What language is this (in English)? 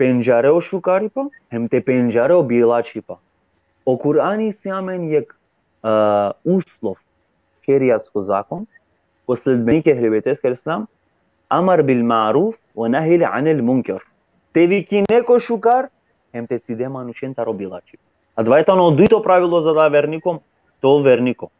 Balkan Romani